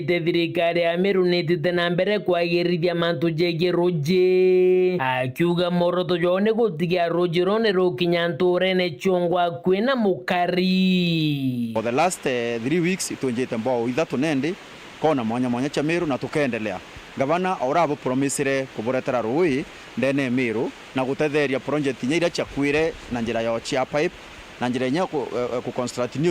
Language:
Meru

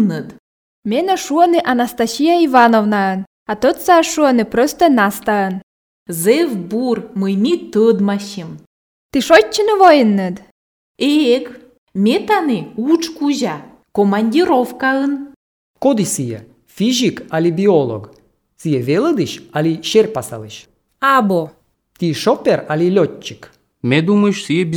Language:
Albanian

